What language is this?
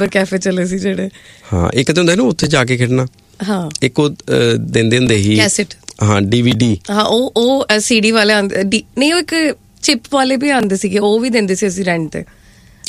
Punjabi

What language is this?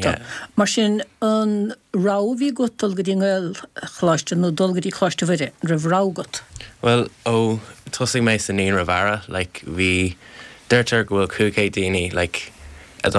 Irish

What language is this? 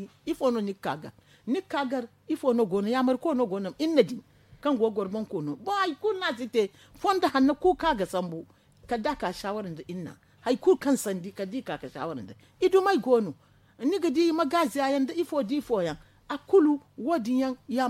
Zarma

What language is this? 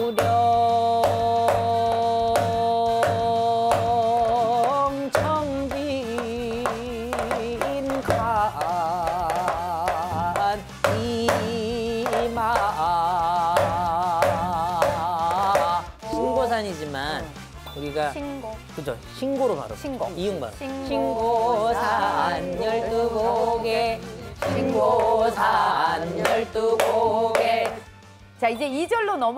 Korean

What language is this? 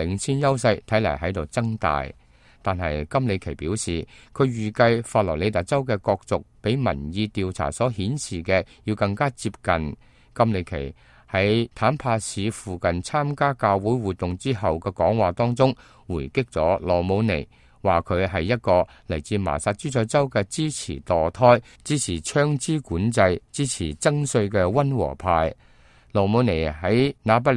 Cantonese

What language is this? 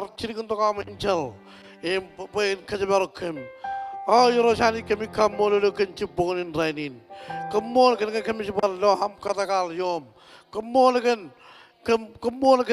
Marshallese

